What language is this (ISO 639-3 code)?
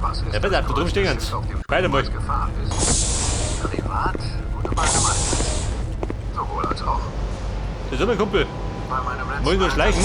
bar